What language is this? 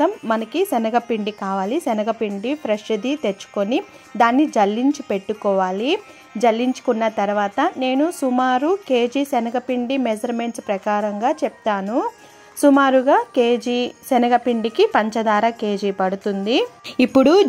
Telugu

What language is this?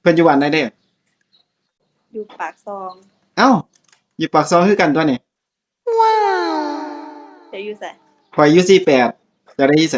Lao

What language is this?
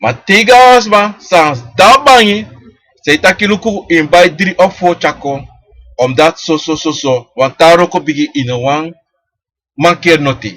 Sranan Tongo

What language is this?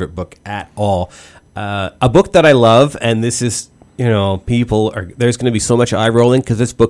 English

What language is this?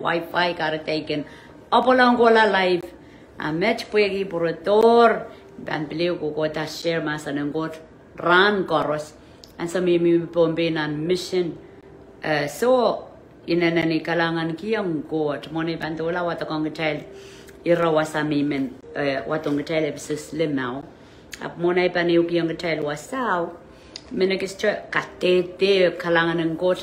Pohnpeian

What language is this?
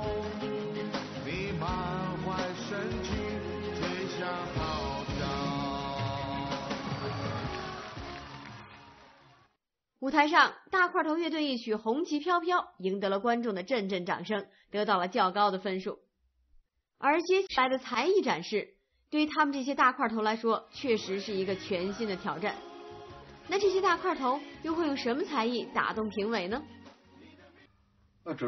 Chinese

